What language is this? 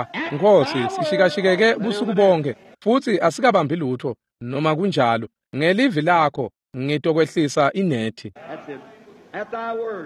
Swati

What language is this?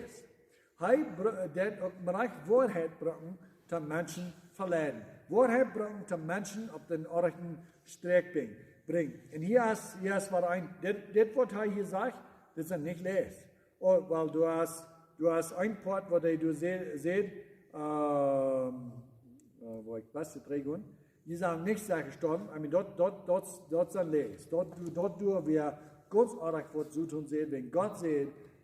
Plautdietsch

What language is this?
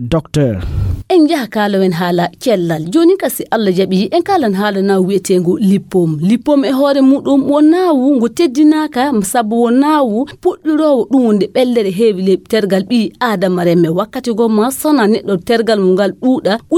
Nigerian Fulfulde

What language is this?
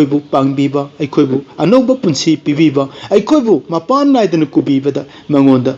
Manipuri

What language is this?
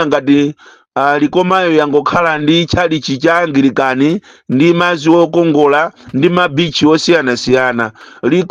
Nyanja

